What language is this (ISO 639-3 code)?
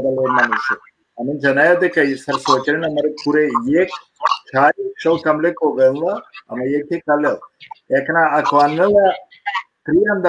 rmn